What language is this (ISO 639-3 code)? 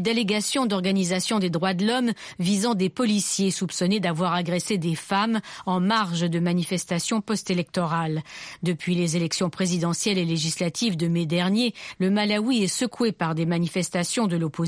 fra